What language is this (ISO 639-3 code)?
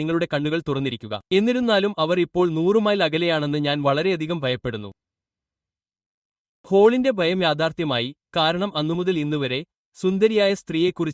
mal